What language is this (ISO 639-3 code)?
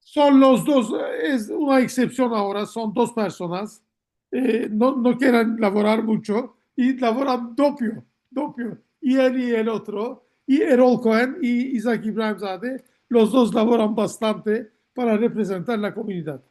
lad